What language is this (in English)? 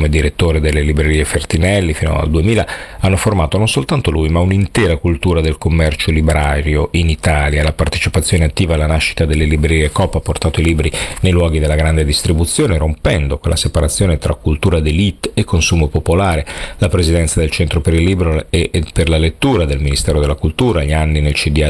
Italian